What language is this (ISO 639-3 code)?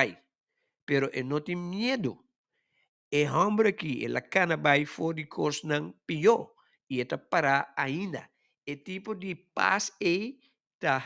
pap